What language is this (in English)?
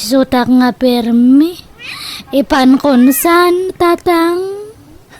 Iloko